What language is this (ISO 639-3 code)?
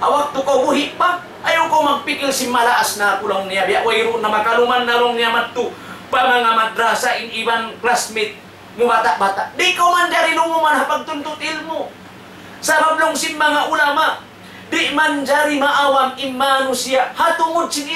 tsg